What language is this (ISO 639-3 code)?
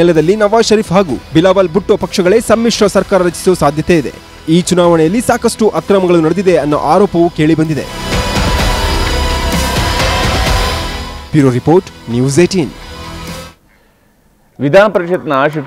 kan